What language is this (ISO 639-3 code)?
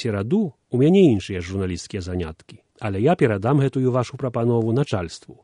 bel